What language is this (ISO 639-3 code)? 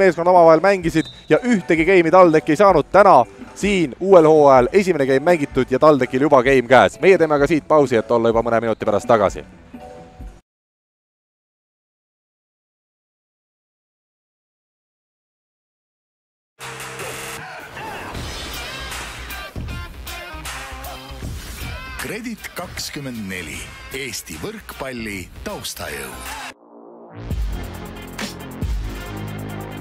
est